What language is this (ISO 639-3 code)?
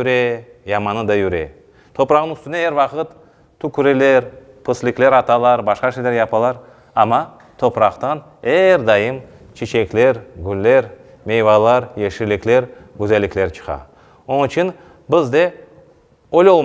crh